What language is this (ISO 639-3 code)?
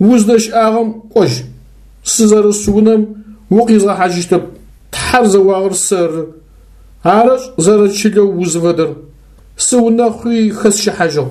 ady